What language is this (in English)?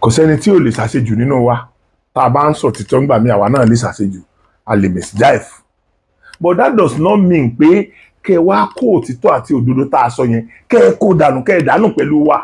Yoruba